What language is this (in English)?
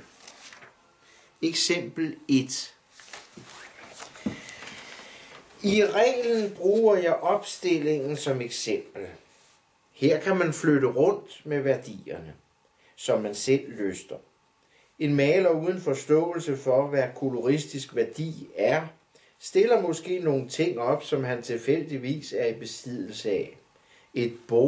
Danish